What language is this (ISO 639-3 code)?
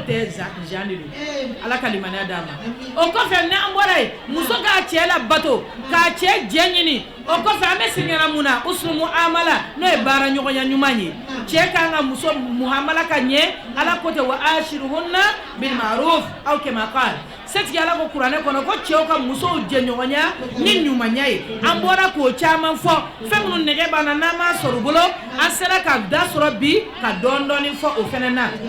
bam